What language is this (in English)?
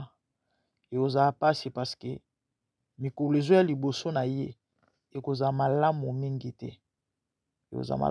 Lingala